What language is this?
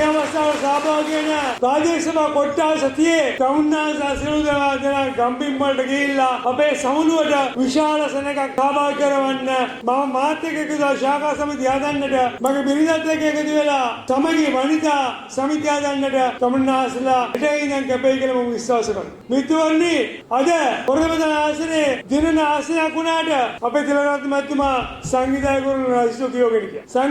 Sinhala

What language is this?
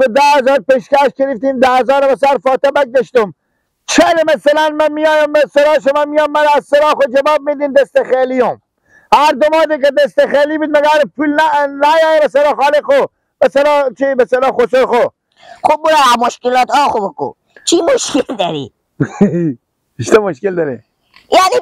Persian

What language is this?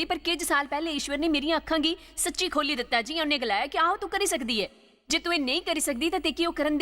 Dogri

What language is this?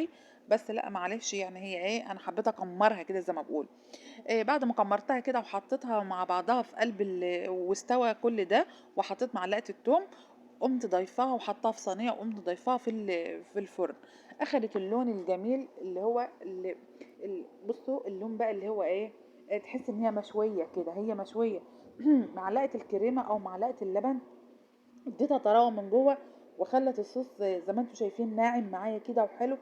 Egyptian Arabic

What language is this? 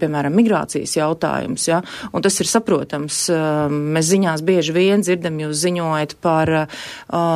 Latvian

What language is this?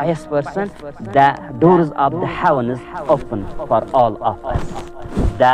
Kashmiri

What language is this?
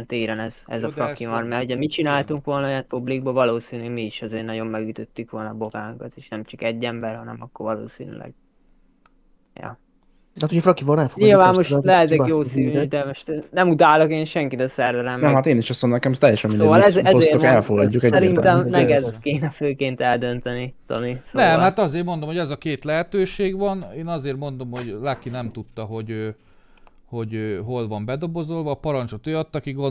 Hungarian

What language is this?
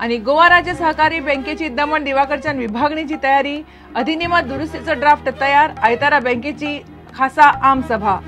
Konkani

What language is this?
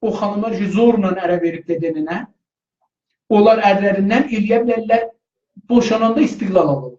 South Azerbaijani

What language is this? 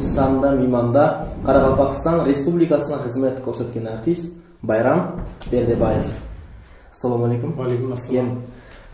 Kara-Kalpak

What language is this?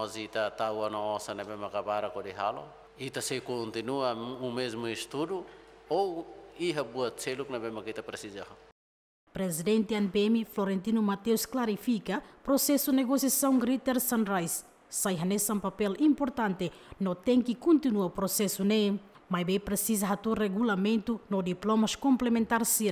Tetum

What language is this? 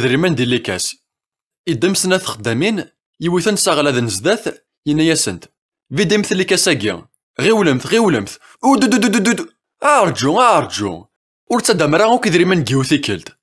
Kabyle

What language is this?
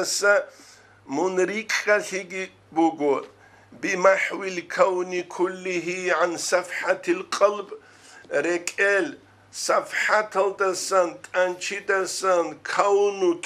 Avaric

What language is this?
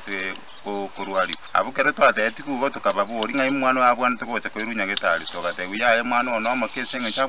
Gusii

